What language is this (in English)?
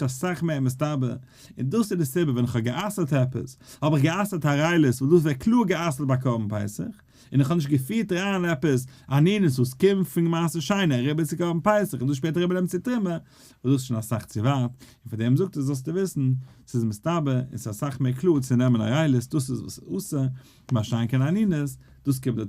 Yiddish